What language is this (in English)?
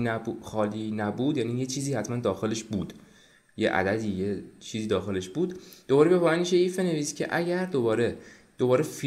Persian